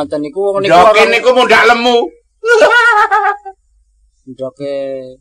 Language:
Javanese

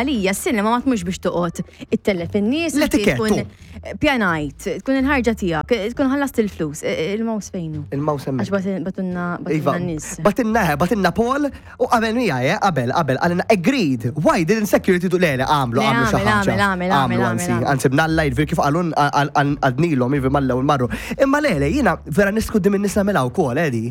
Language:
Maltese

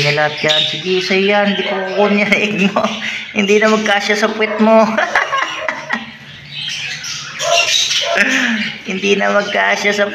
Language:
Filipino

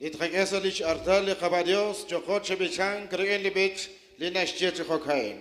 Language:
Kekchí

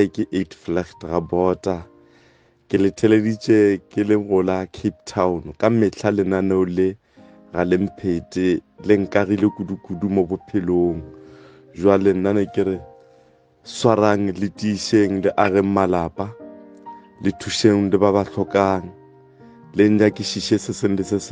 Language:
Northern Sotho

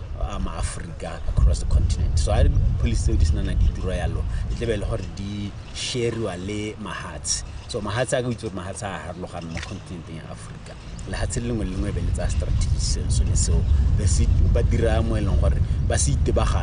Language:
Tswana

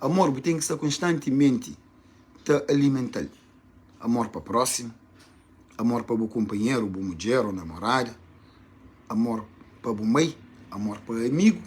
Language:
Kabuverdianu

